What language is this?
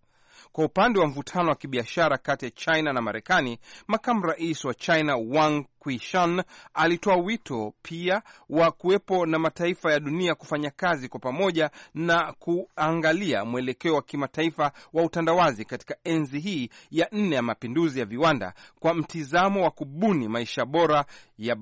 Swahili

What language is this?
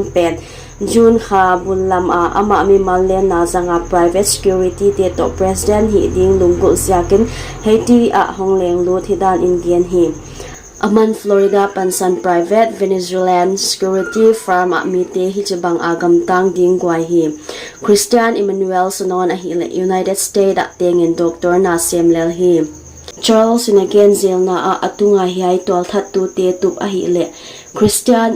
Paite Chin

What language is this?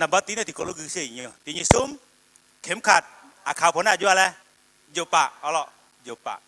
Akha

